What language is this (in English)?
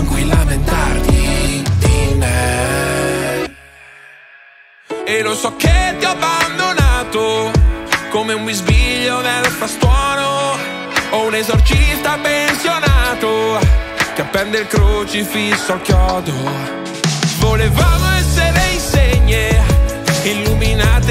Italian